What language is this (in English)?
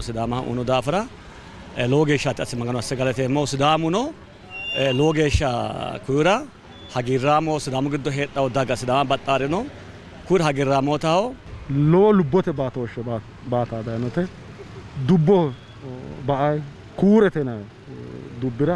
Sidamo